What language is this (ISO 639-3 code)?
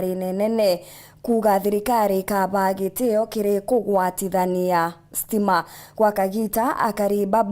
mer